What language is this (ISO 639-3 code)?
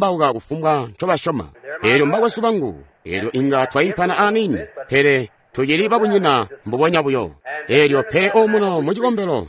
toi